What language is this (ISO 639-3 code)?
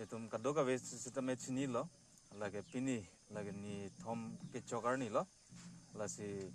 mjw